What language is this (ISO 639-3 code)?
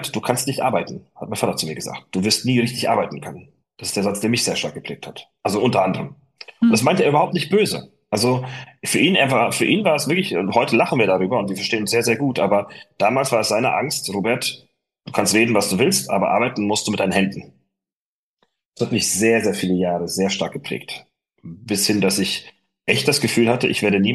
deu